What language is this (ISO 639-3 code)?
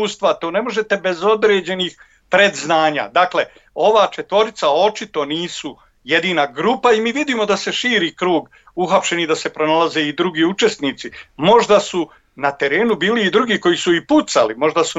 bos